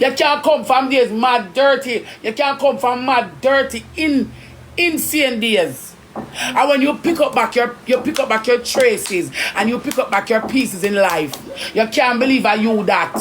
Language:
Jamaican Creole English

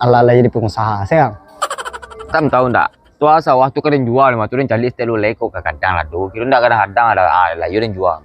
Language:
Minangkabau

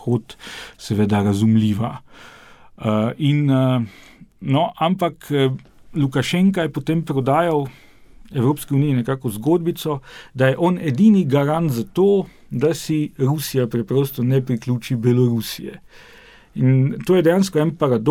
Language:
Slovenian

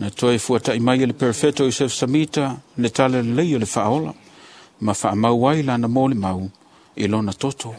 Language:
Samoan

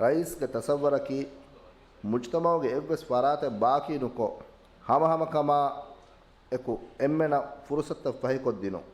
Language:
Divehi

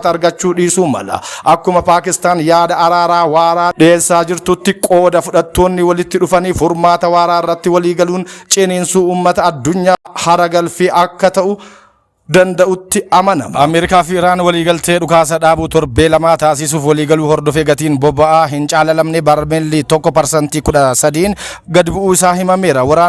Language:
Oromo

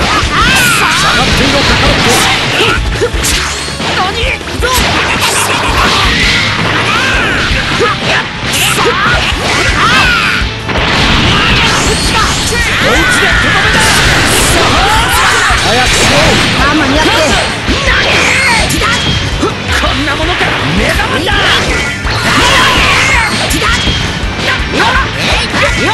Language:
Japanese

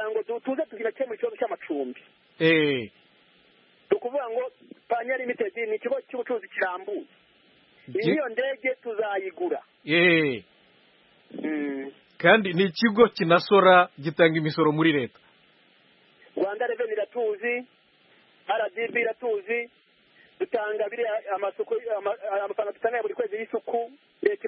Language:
Kinyarwanda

